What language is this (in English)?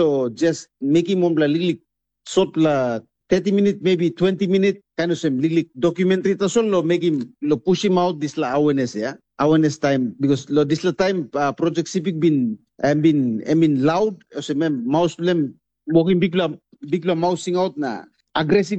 Tok Pisin